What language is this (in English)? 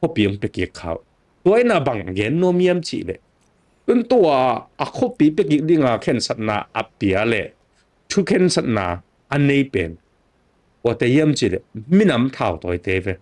Tedim Chin